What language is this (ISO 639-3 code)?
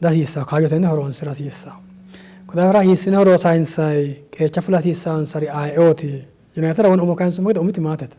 sid